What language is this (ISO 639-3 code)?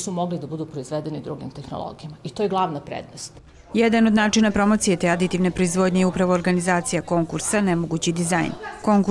srp